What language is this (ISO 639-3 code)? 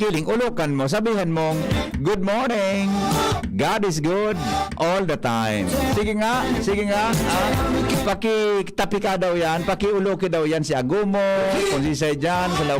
bik